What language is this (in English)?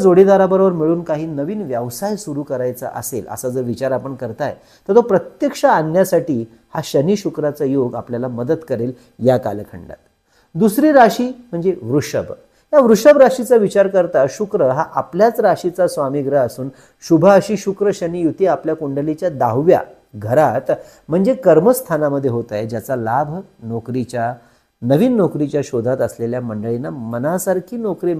Marathi